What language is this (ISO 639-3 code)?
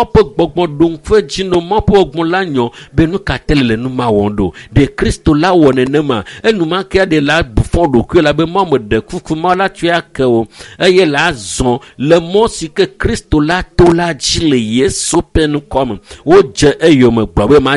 ewe